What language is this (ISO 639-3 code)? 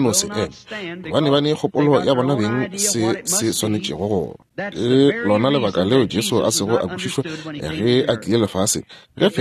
nso